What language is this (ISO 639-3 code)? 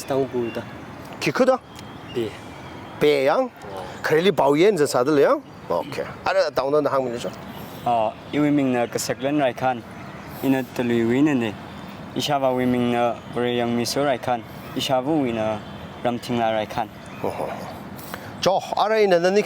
nmf